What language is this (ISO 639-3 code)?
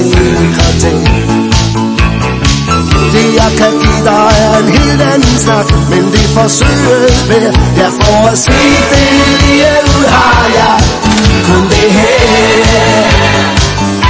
dan